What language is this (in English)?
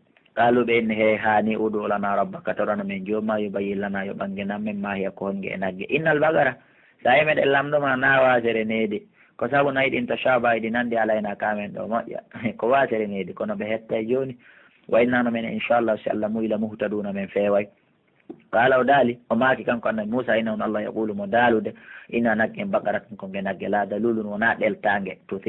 Pular